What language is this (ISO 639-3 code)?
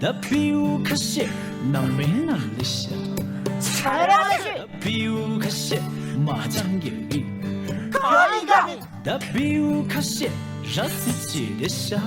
bod